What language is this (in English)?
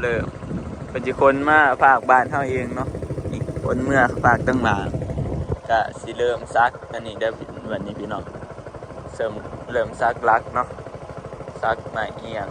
Northeastern Thai